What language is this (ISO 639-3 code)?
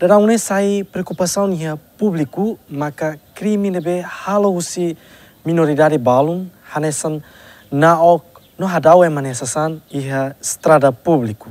tet